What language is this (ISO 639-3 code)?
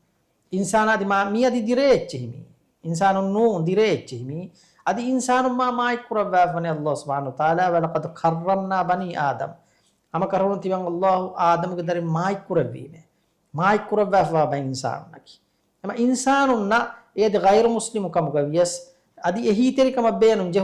div